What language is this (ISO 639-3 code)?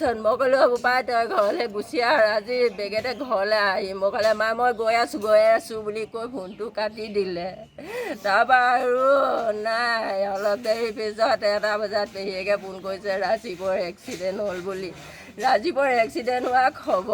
asm